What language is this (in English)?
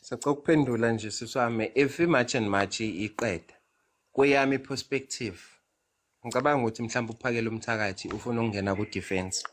Zulu